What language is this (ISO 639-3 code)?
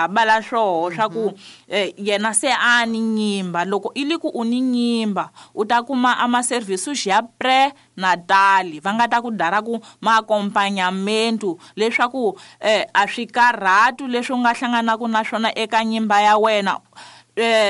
tso